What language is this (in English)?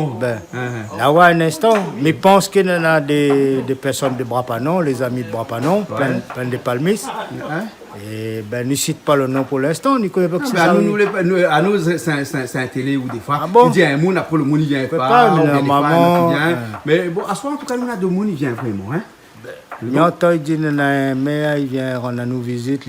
Réunion Creole French